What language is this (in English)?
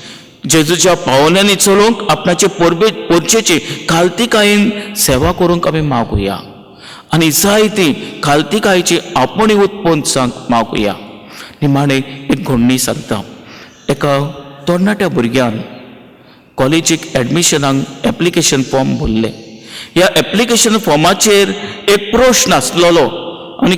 Konkani